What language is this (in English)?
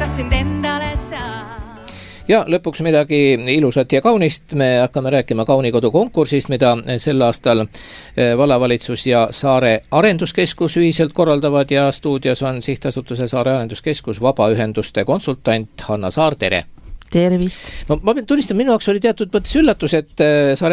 Estonian